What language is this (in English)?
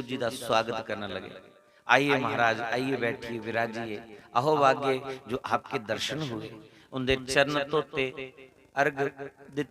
Dogri